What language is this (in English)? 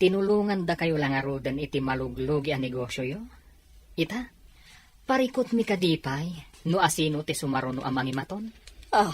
Iloko